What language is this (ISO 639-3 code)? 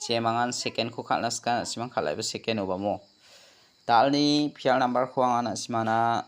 grt